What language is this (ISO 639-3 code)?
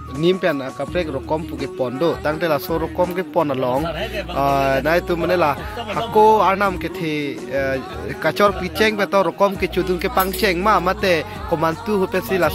mjw